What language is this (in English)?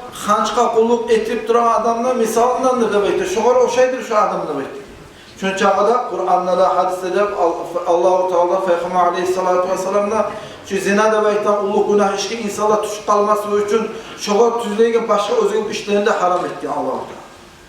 Kumyk